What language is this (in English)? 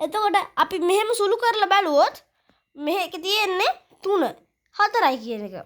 Sinhala